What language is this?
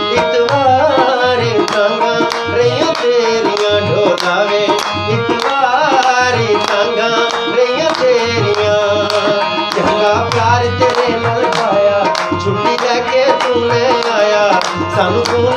Saraiki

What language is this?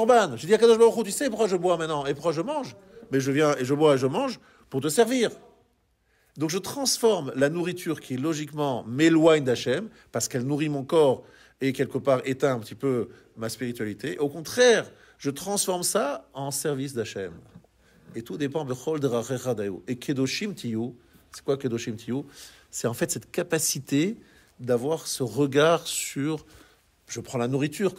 French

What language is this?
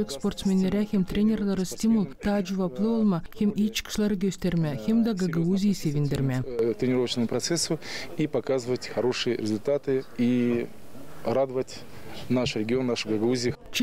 Gagauz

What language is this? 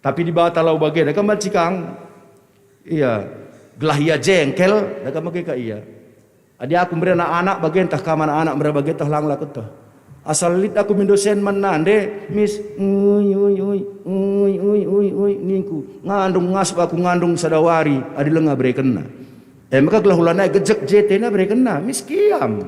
Batak Karo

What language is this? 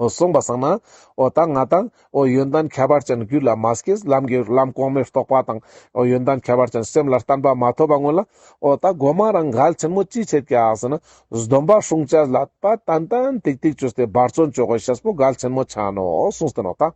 Ladakhi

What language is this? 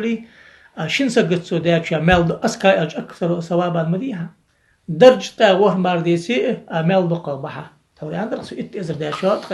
Ingush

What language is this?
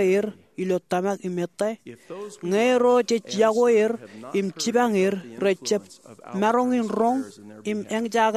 Marshallese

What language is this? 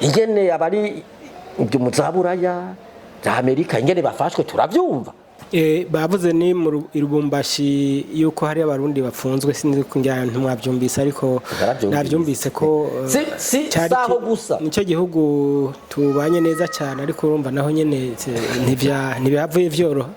Rundi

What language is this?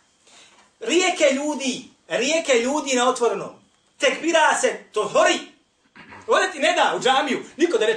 Bosnian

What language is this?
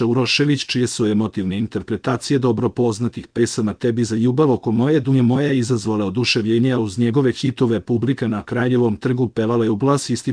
Serbian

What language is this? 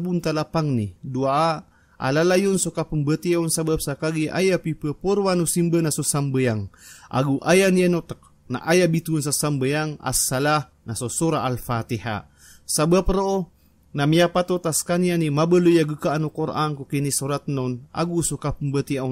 Maranao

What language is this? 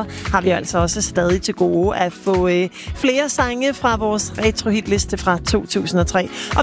Danish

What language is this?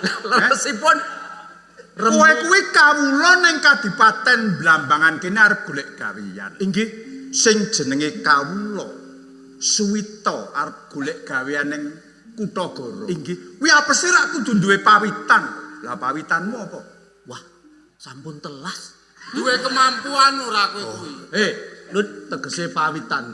Javanese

